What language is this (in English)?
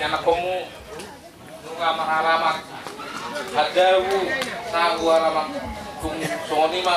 Batak Toba